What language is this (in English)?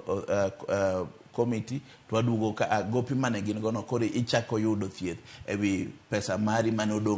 Luo (Kenya and Tanzania)